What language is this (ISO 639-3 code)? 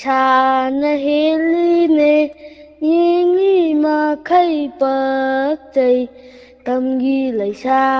mni